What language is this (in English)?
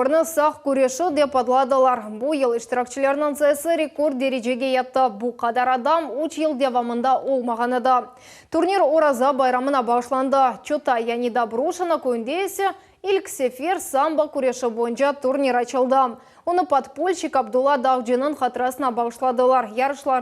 Crimean Tatar